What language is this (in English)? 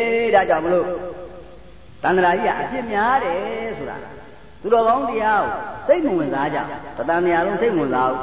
Burmese